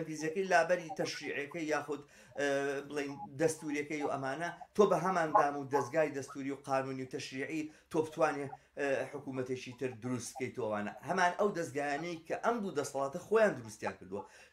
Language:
Central Kurdish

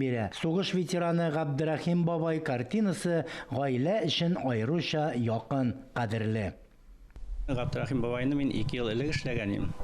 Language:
Tatar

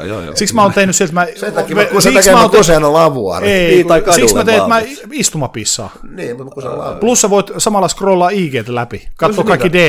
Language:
Finnish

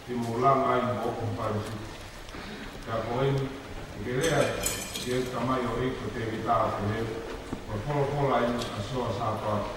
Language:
Tongan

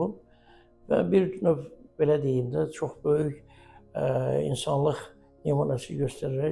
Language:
Azerbaijani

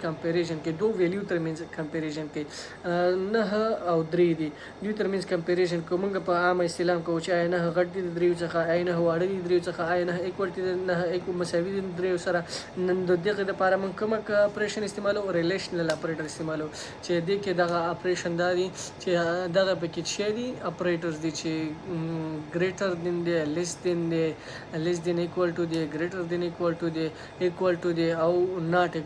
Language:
Pashto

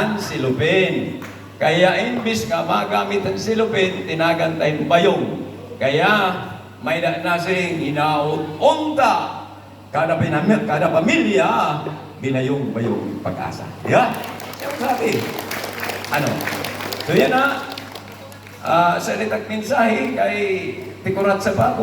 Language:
Waray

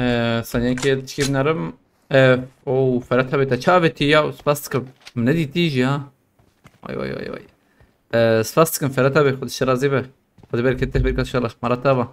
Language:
Kurdish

